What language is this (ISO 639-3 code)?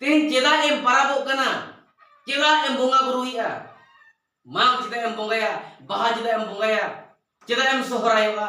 sat